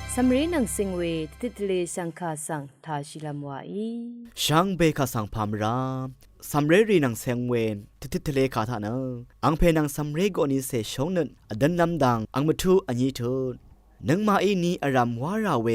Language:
Rawang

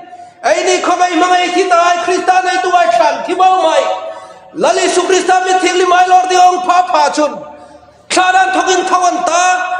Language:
Hmar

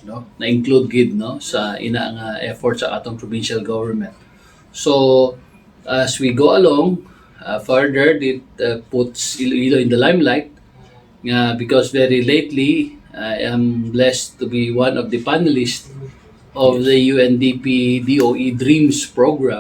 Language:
Hiligaynon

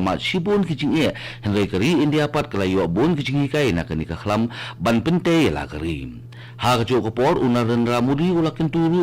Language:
Khasi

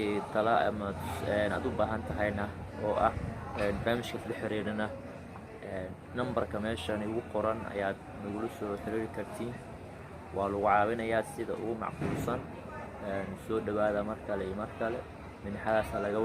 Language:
Somali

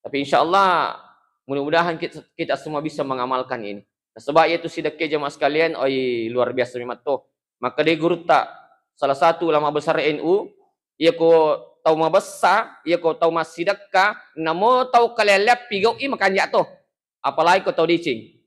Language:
Buginese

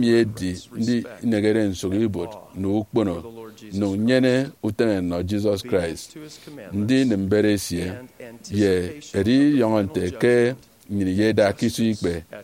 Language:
Efik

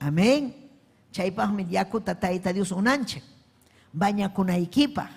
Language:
Ayacucho Quechua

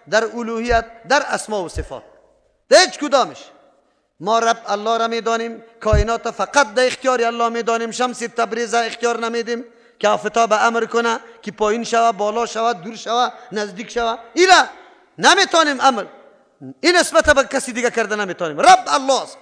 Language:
Persian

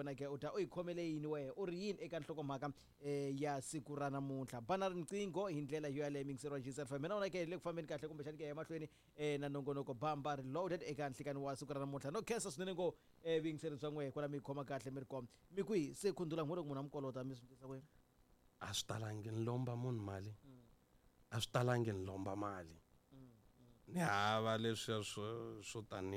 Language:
Tsonga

